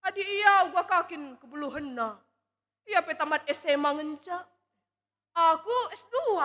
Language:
Batak Karo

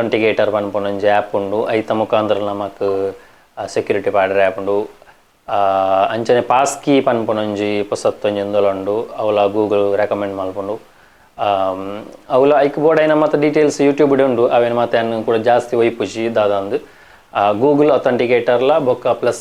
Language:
Tulu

